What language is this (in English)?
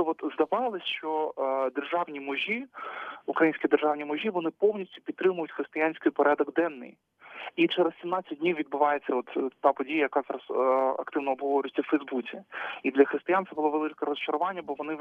Ukrainian